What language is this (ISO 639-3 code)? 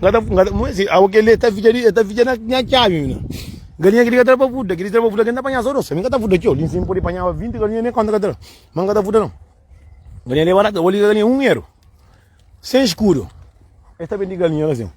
kea